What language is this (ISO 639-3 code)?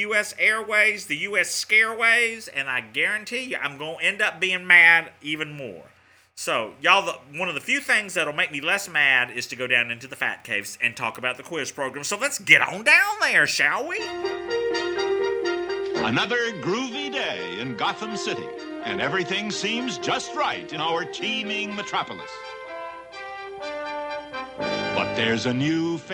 eng